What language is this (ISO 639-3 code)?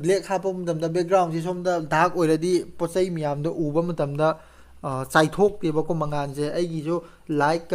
mni